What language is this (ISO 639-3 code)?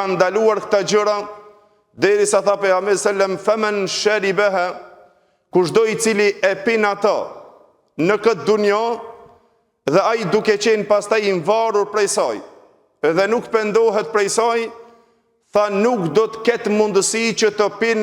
sqi